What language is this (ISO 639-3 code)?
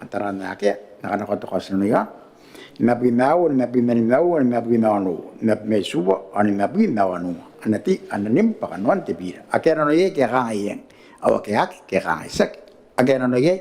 gil